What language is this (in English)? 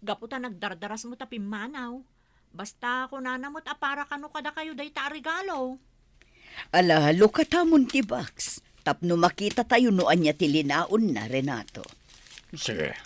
Iloko